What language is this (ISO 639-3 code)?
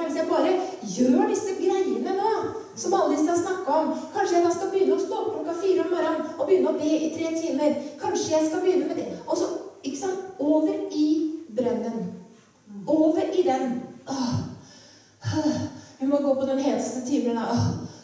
nor